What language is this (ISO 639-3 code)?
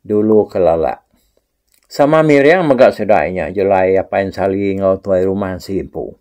iba